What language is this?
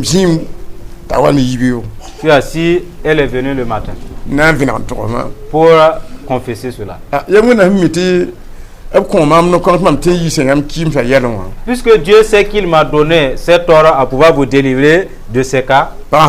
Mossi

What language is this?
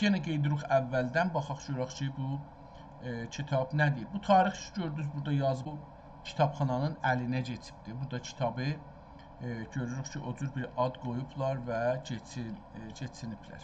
South Azerbaijani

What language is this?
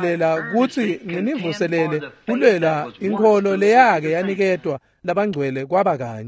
Swati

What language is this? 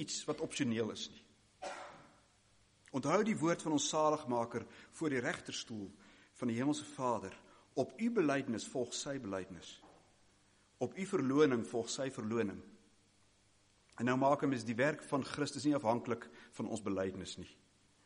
Afrikaans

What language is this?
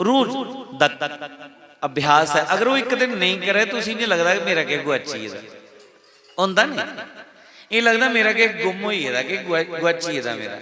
Dogri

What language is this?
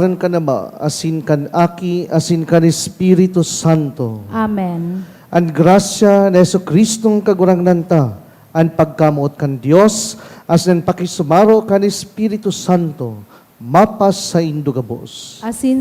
Bikol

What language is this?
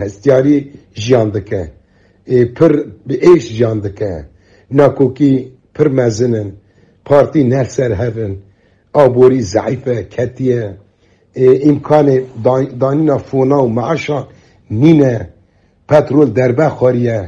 Kurdish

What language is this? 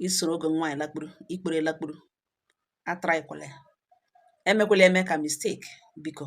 Igbo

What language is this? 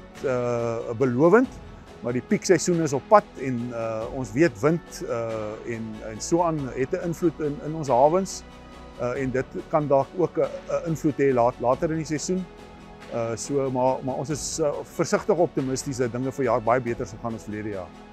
Afrikaans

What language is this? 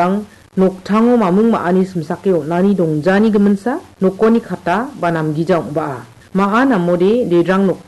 Garo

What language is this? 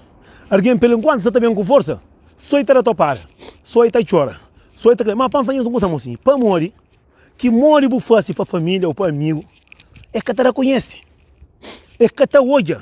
Kabuverdianu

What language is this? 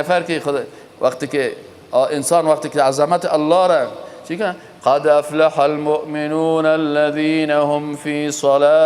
Persian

